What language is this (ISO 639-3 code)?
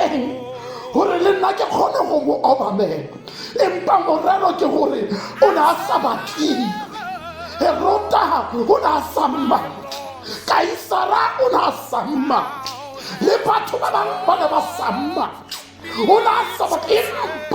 tsn